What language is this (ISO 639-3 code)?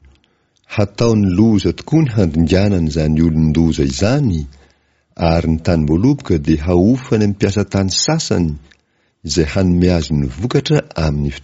mlg